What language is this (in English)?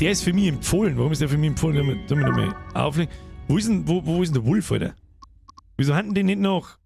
Bavarian